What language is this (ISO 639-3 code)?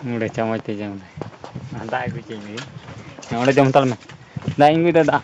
sat